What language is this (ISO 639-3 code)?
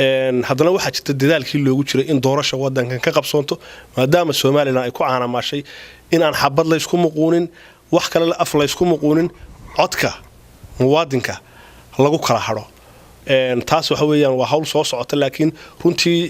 som